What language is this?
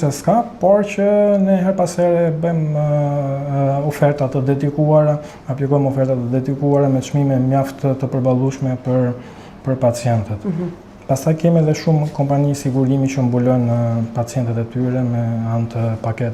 Albanian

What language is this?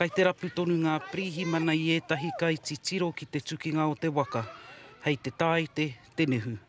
Māori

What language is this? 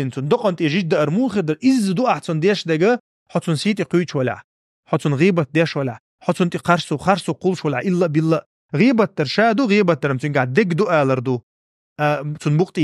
Chechen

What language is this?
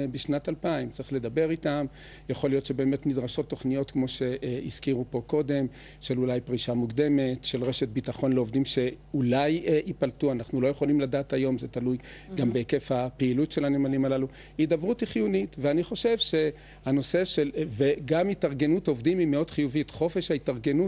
Hebrew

